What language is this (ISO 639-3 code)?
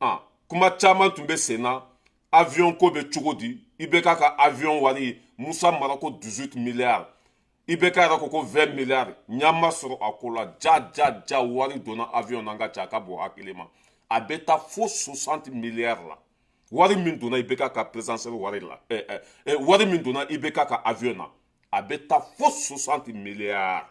bam